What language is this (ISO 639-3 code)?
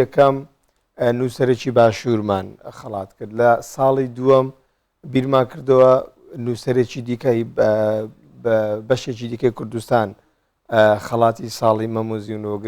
ckb